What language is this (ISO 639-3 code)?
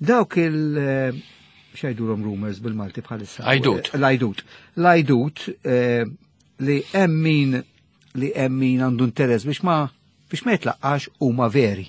mlt